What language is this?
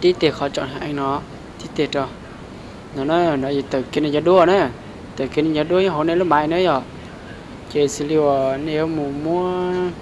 Hmong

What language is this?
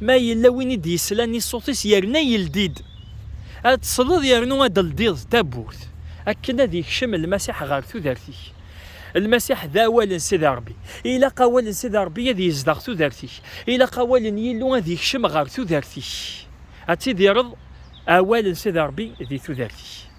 Kabyle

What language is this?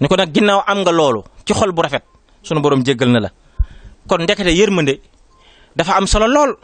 Wolof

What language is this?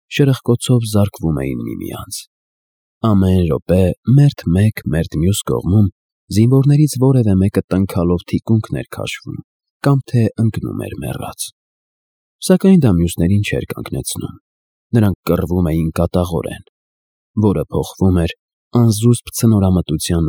Armenian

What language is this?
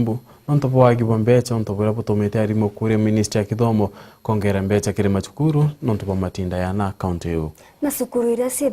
Meru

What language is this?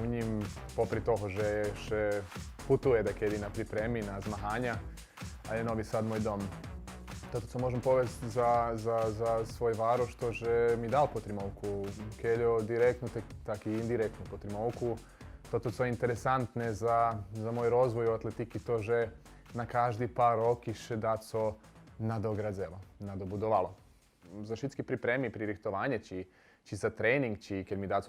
Rusyn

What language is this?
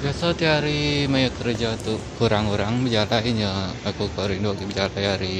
Iban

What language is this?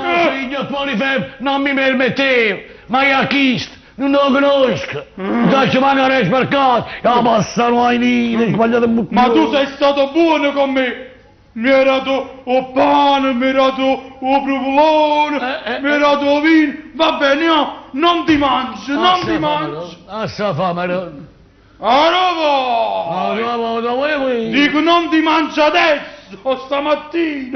Neapolitan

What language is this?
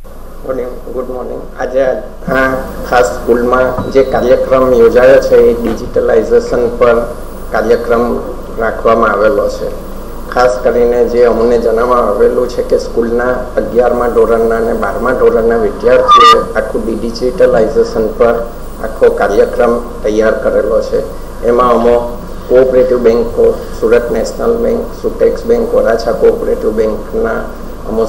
Gujarati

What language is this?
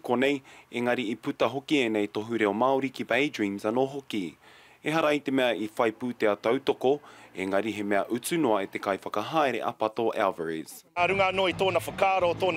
Māori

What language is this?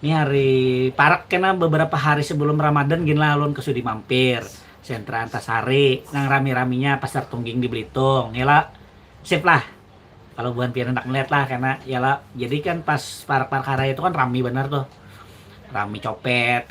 Banjar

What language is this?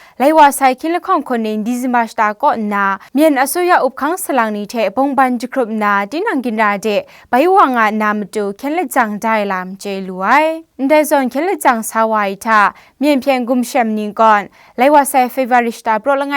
Kachin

